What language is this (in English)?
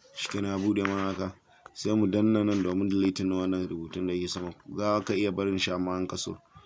Hausa